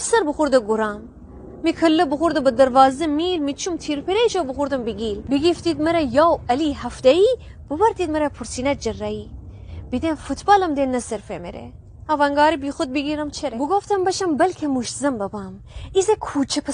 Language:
Gilaki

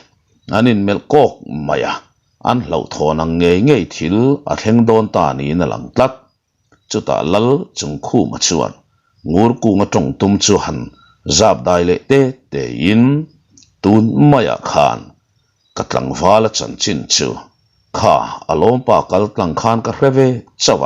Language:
Mizo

